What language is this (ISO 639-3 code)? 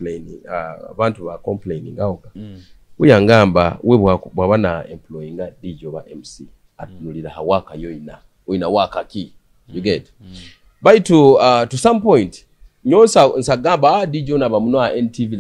ttj